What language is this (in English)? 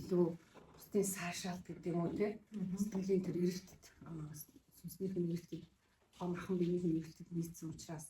Mongolian